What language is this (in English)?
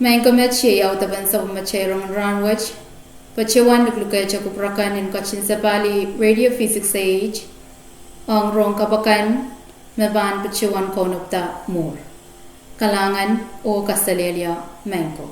Pohnpeian